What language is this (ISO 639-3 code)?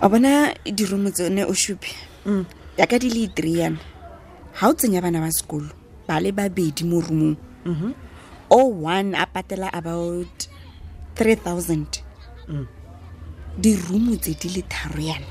tsn